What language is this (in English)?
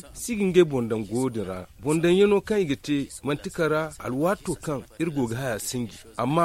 Zarma